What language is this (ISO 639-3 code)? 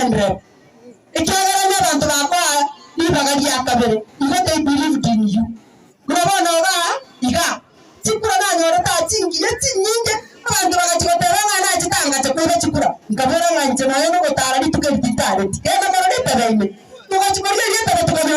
guz